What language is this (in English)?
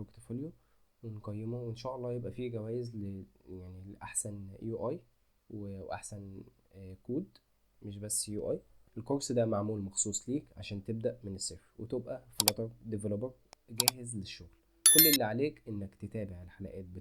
Egyptian Arabic